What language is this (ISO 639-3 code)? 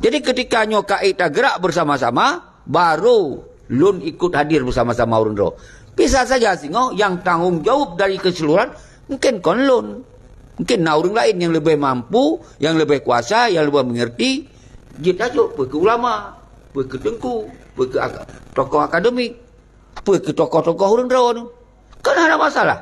ace